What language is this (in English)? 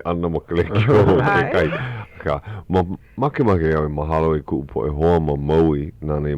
Hawaiian